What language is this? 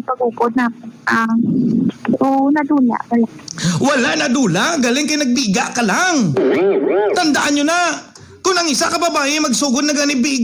Hiligaynon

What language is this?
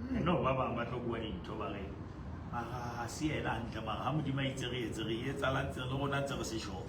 Southern Sotho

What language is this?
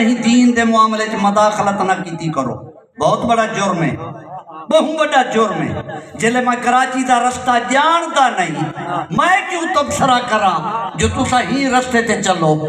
Saraiki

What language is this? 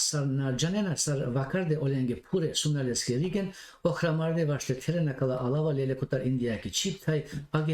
Balkan Romani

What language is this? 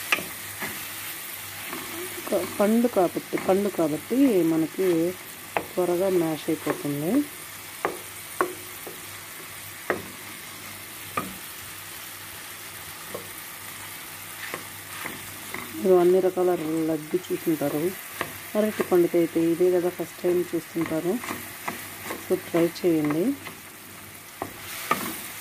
Telugu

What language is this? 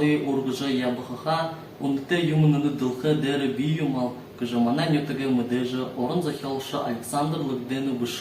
Buriat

